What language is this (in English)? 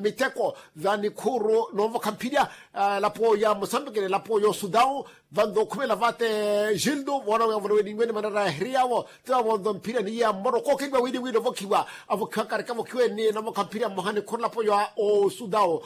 Makhuwa